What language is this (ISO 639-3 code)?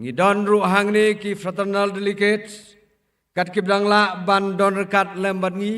kha